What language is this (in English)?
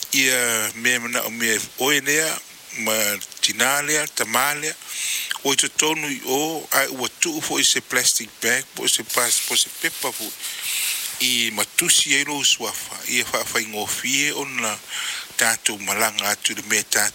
Samoan